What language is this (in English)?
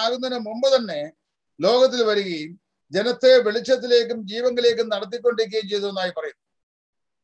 Malayalam